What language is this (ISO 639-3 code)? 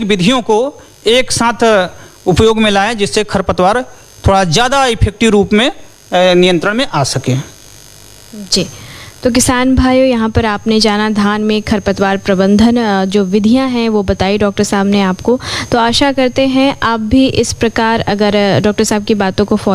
hin